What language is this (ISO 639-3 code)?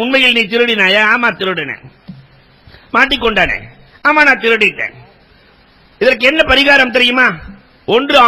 tam